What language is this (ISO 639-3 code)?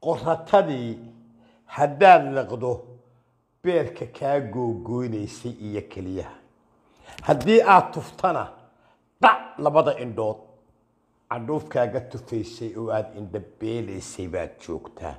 som